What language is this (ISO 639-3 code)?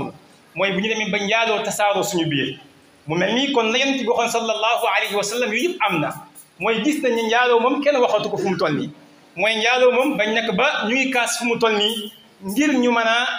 wol